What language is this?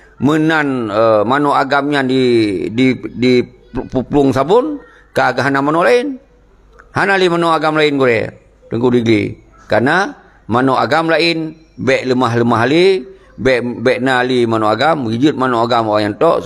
Achinese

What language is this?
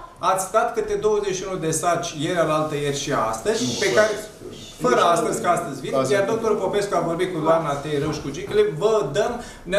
Romanian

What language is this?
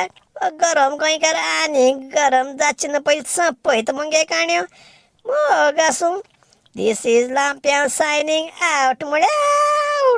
Konkani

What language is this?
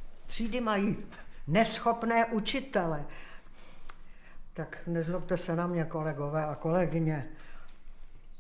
Czech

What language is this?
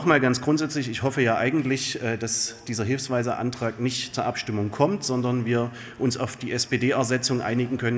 German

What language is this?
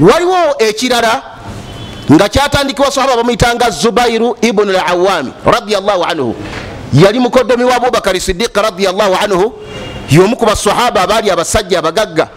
Ganda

